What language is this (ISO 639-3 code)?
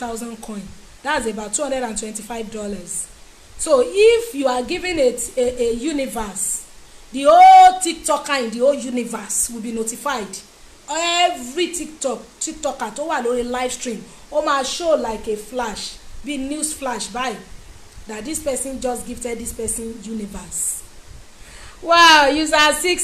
yor